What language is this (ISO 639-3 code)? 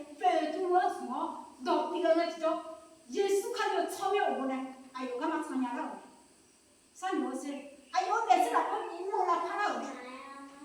ahk